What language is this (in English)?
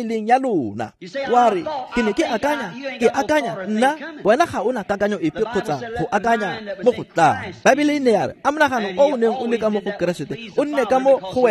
Tswana